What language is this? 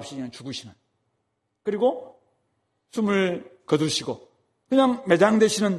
Korean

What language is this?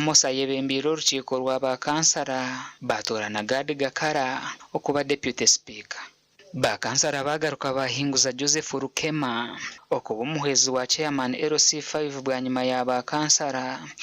Nyankole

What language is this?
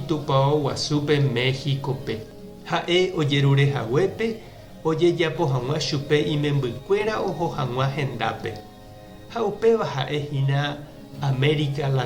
Guarani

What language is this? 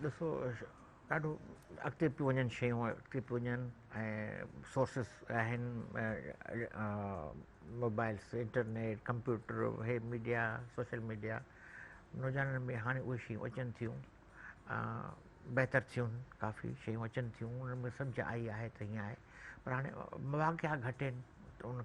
Sindhi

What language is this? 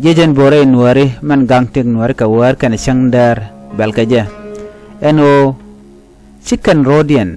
Nuer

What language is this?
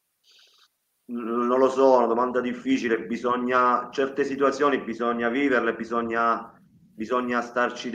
Italian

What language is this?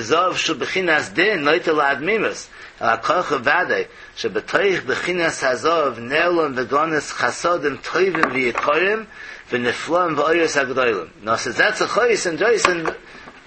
Yiddish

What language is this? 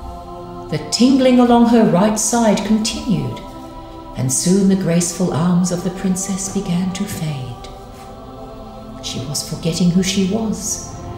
English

